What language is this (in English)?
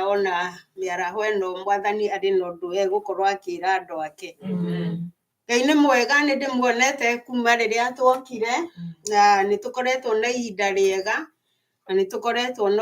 Kikuyu